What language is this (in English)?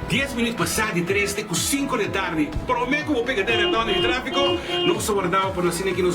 Papiamento